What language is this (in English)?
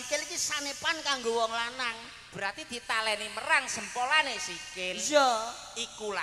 Javanese